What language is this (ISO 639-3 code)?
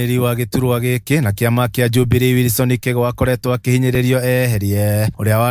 kik